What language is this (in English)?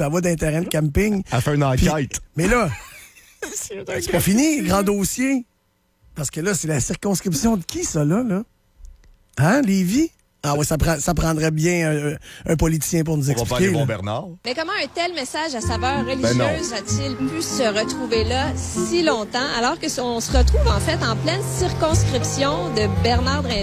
French